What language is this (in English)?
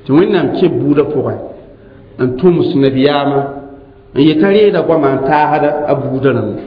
Mossi